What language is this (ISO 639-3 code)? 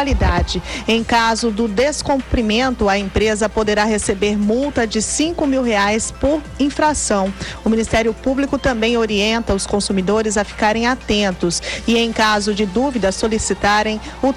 por